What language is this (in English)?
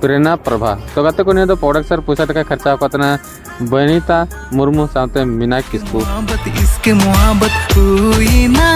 Santali